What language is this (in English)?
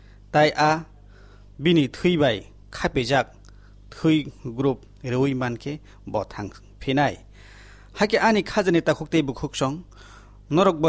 Kok Borok